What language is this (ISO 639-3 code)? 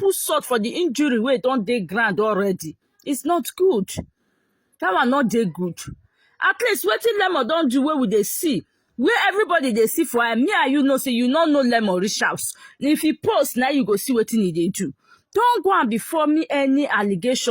pcm